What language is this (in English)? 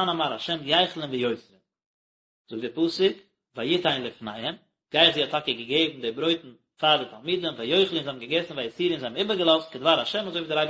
Yiddish